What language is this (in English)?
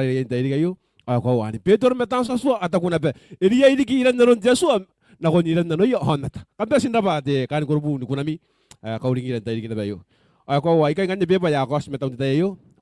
Gilbertese